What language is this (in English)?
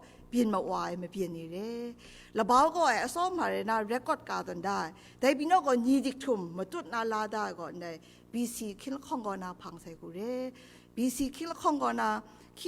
Kachin